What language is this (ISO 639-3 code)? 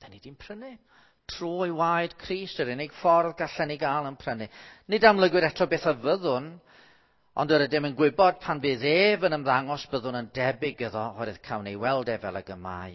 cym